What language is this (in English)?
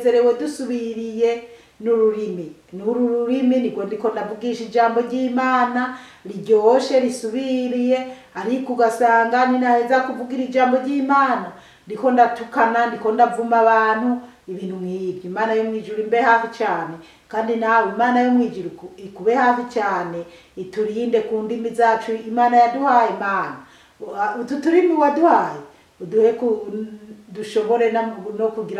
Rundi